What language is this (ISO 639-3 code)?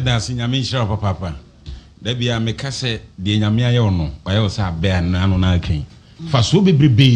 aka